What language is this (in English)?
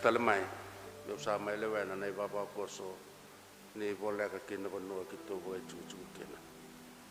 Fijian